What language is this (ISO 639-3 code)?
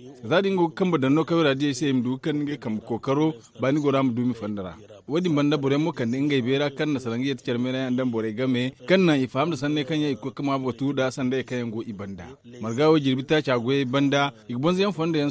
dje